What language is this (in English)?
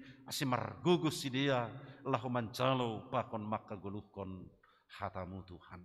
Batak Simalungun